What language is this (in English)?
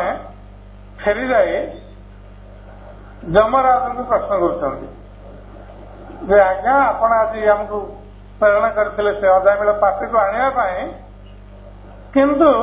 Odia